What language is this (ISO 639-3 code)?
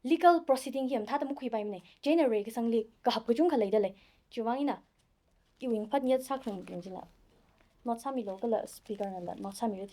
nmf